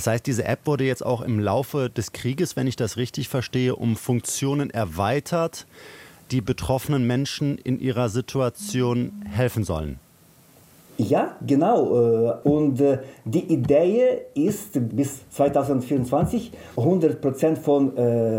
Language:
German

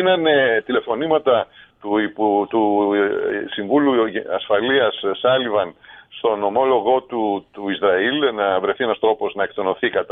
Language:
Greek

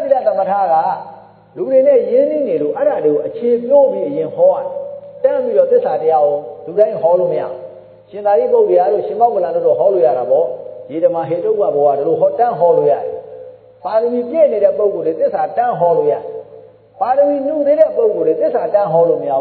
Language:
Burmese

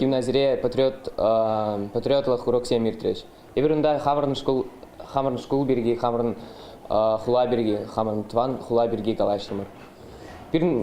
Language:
Chuvash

